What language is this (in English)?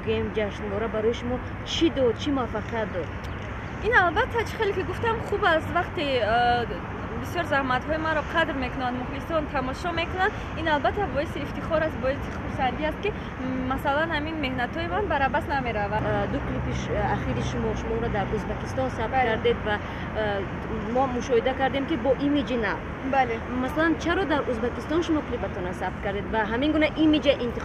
Tajik